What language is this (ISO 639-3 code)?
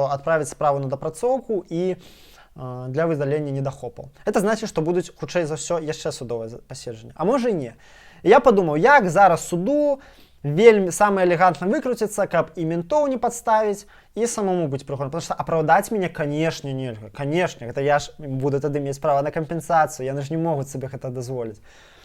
bel